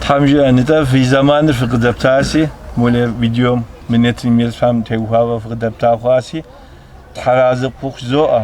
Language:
Kabardian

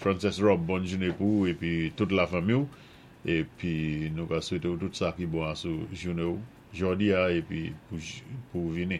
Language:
Saint Lucian Creole French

